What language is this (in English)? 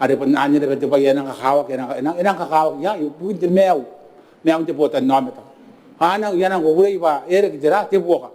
Gilbertese